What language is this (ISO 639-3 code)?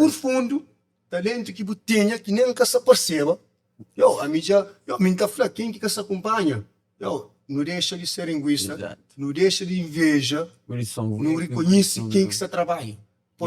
kea